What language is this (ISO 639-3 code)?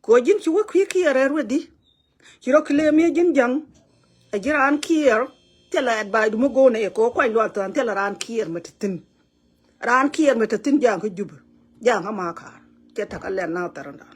nus